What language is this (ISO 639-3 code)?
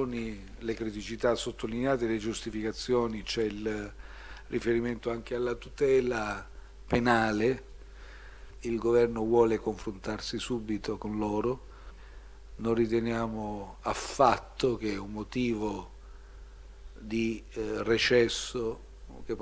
ita